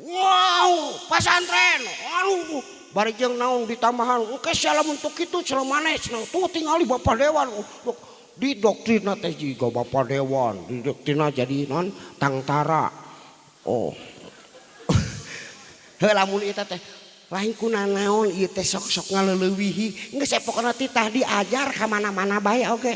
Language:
Sundanese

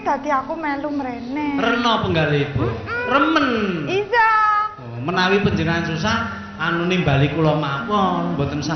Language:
Javanese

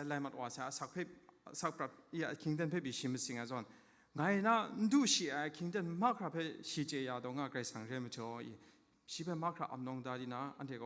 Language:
Kachin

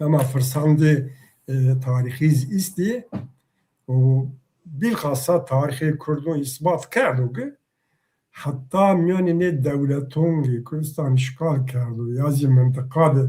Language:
Zaza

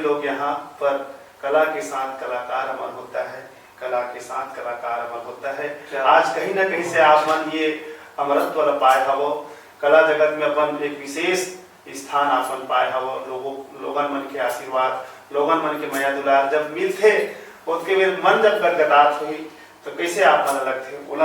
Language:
Chhattisgarhi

